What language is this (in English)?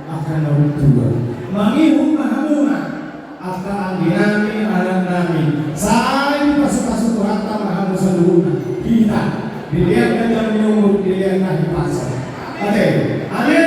Batak Toba